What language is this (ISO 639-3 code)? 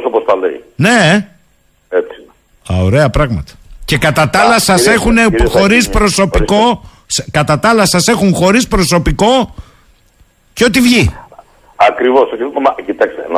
ell